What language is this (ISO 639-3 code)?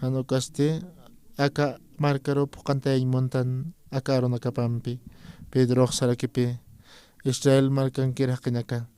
aym